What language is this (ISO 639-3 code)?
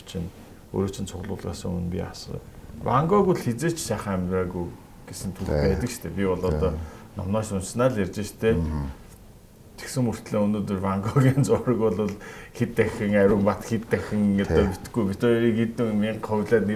mon